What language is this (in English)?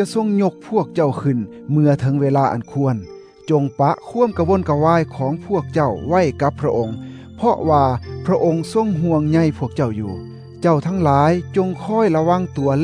Thai